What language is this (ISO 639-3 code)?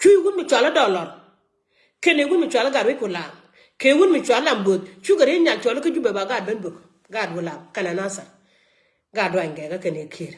nus